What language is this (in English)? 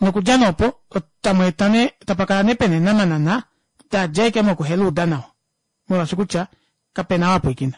Kuanyama